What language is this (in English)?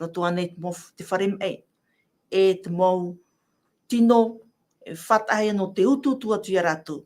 Tahitian